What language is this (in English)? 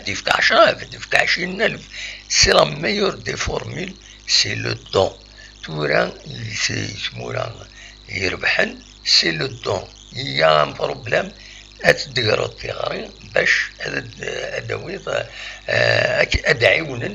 Kabyle